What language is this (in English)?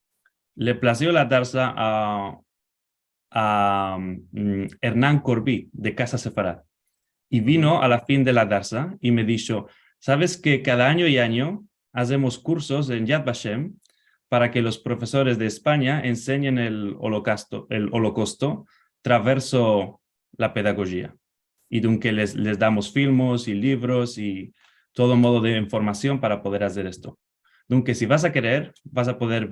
Ladino